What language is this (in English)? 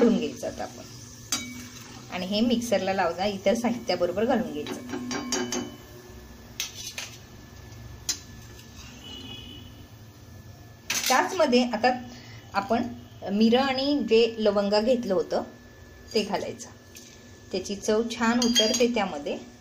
Marathi